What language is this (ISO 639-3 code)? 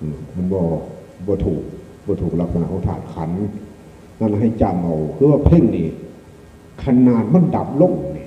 tts